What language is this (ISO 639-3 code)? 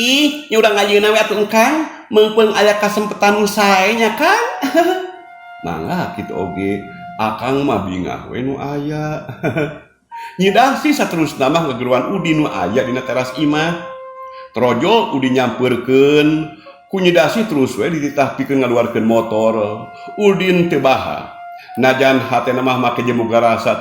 sun